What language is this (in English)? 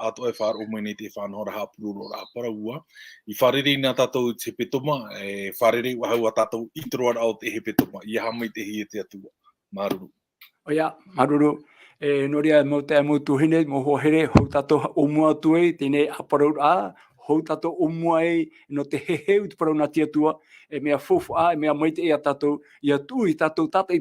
Tahitian